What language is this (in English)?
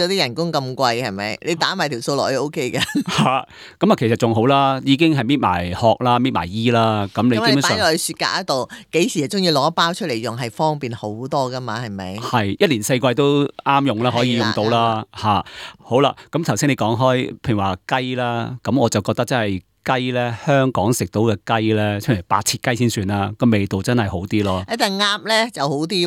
Cantonese